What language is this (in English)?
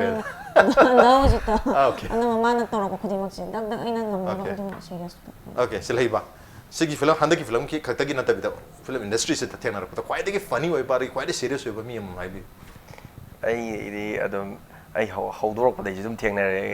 Manipuri